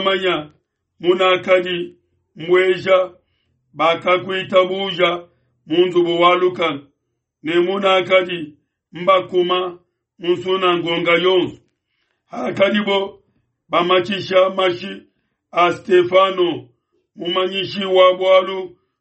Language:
Luba-Lulua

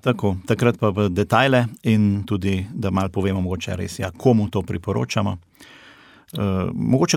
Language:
Slovenian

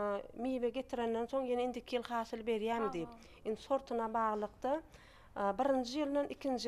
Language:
Turkmen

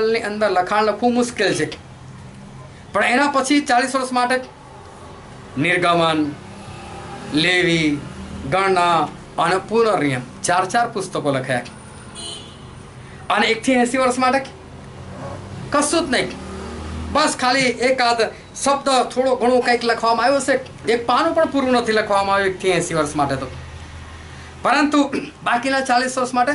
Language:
Gujarati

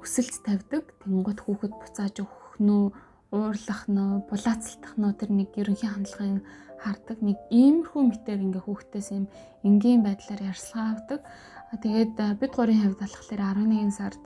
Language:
Mongolian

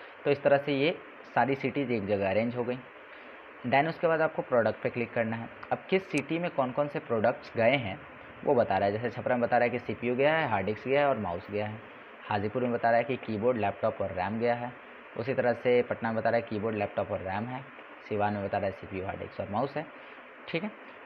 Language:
Hindi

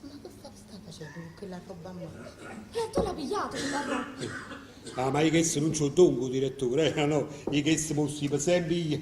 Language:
Neapolitan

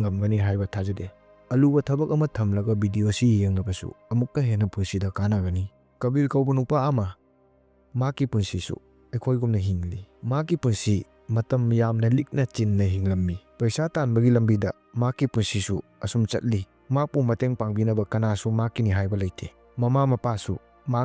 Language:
Manipuri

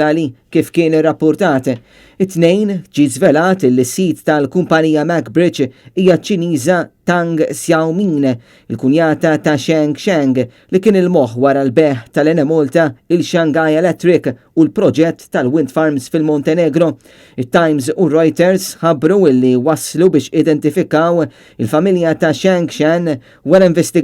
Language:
Maltese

